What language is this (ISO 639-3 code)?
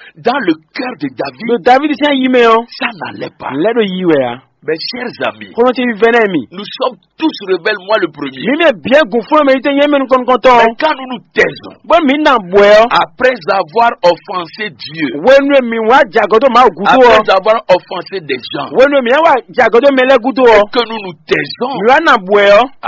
fon